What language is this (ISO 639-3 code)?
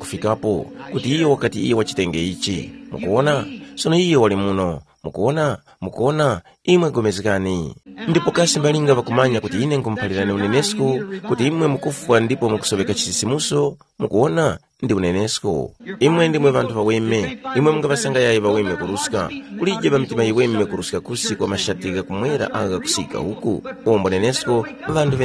tum